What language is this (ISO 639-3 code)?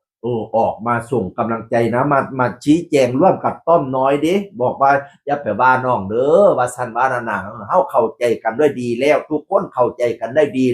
tts